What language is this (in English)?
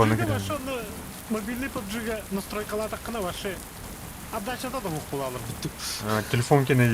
Yakut